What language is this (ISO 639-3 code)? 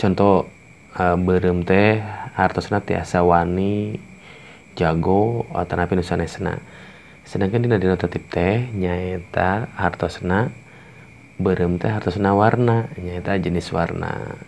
sun